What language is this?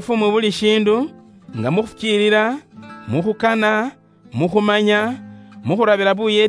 Luyia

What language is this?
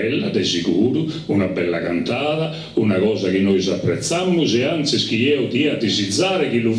Sardinian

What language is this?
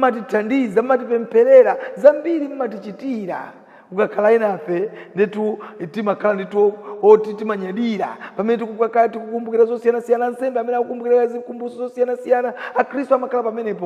Nyanja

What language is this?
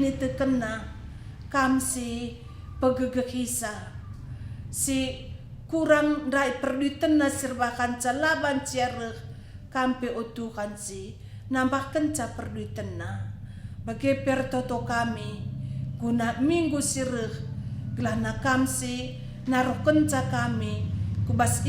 Batak Karo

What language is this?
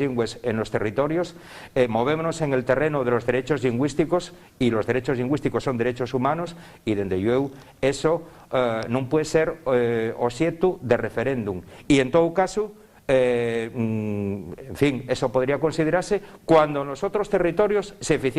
Asturian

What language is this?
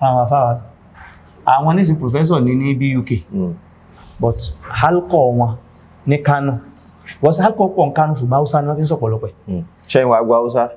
Yoruba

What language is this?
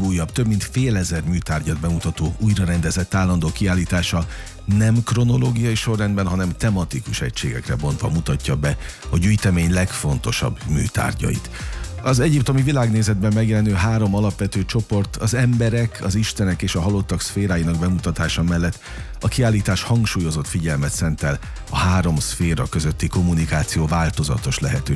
Hungarian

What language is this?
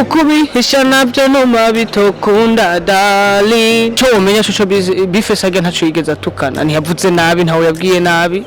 Rundi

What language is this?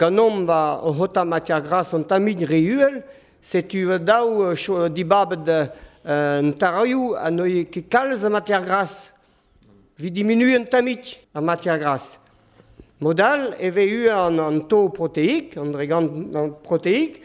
Breton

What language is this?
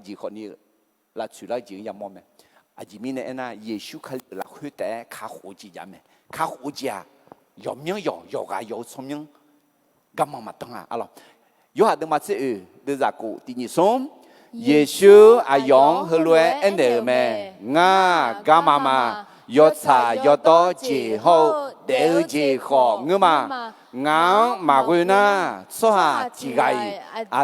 Akha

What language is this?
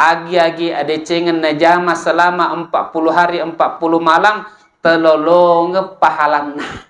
Buginese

